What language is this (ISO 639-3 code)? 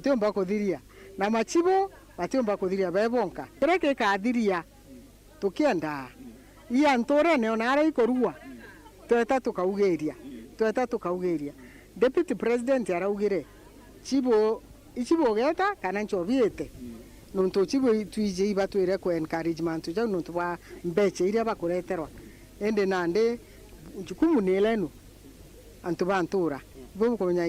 mer